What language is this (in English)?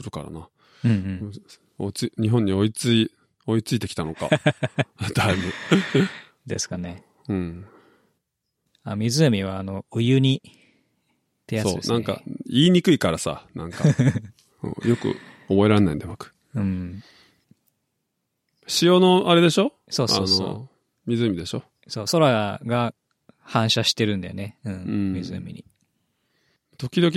Japanese